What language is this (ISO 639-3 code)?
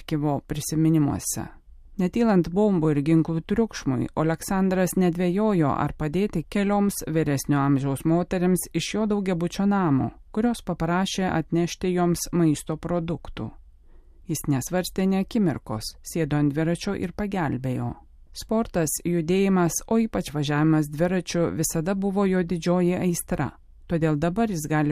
lit